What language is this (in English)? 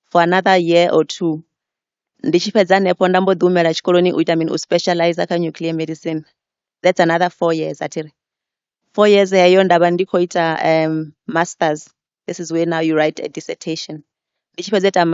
Venda